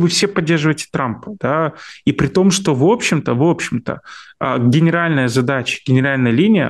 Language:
Russian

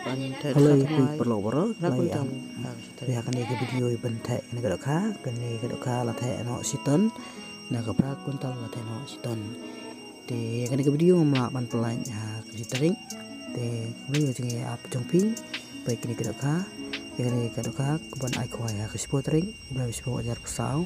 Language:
Khasi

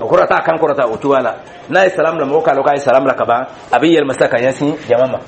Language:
Dyula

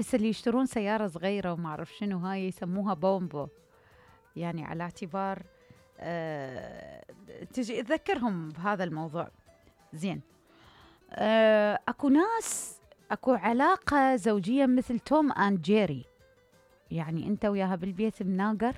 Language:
Mesopotamian Arabic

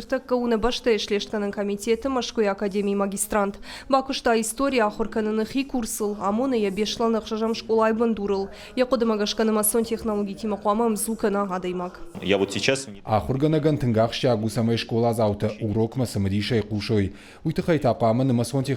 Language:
Ossetic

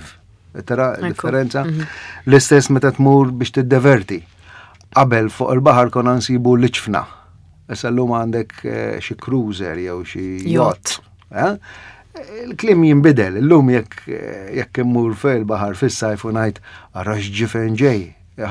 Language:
Maltese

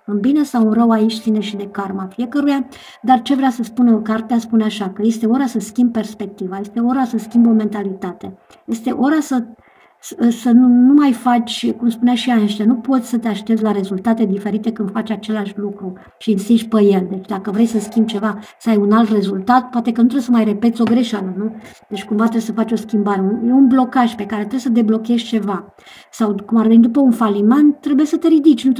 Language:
Romanian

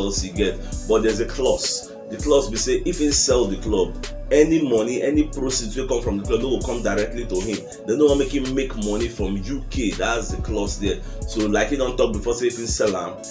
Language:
Nigerian Pidgin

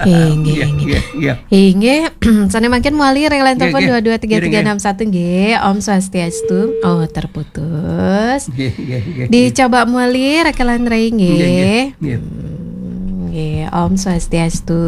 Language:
Balinese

